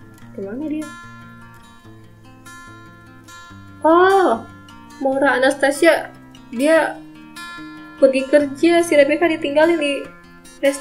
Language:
Indonesian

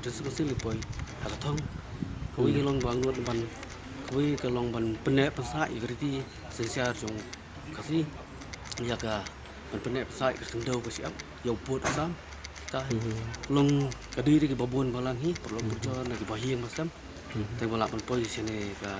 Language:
Khasi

